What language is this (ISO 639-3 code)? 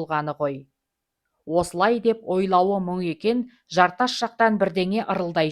kaz